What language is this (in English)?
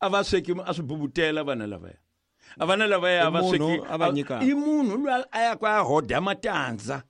Tsonga